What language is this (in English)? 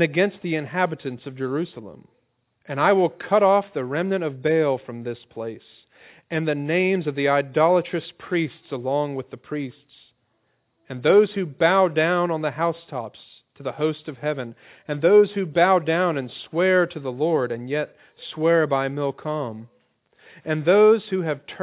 English